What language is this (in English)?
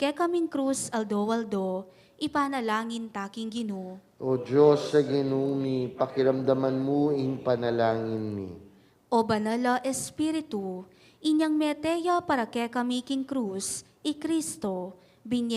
Pampanga